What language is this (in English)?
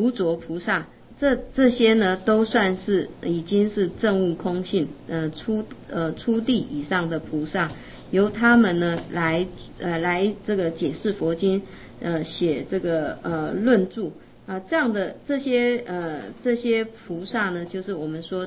Chinese